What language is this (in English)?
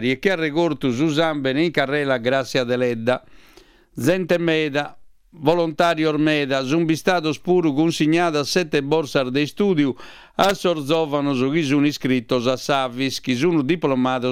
Sardinian